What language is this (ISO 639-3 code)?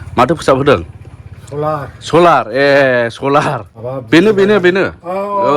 brx